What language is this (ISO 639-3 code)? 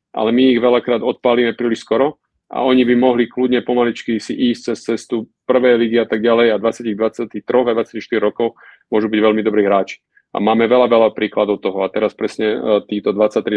slk